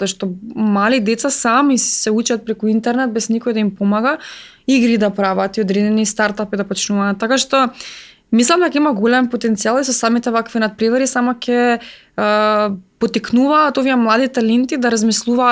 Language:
Macedonian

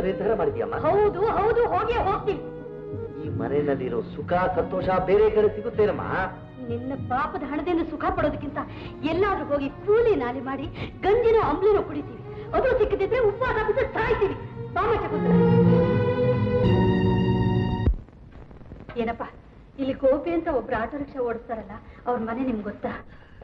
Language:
Kannada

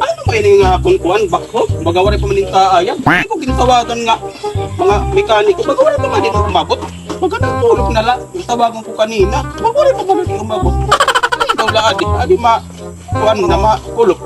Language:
Waray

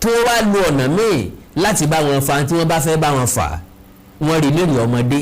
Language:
Yoruba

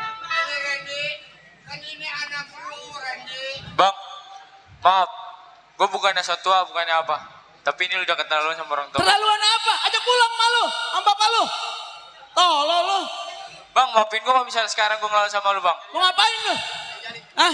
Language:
Betawi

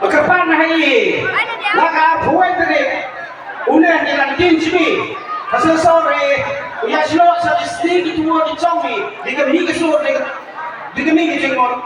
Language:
Khasi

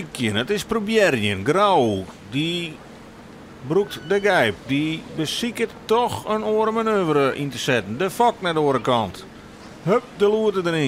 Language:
Western Frisian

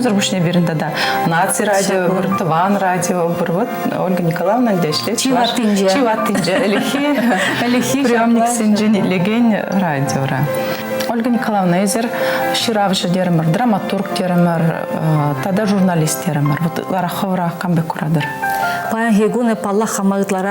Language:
Chuvash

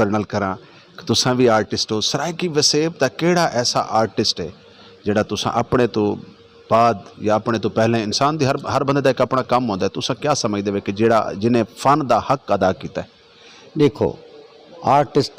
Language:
Saraiki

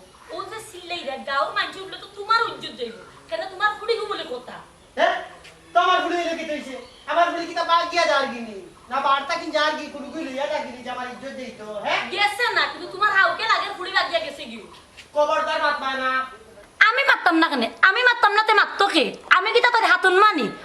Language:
Sylheti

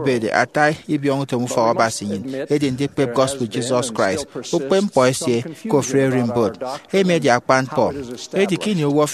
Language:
Efik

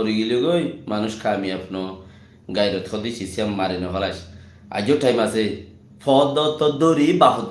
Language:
Rohingya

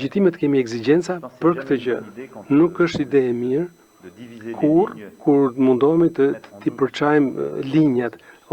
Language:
Albanian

